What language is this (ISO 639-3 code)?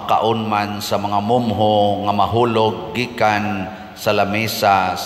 ceb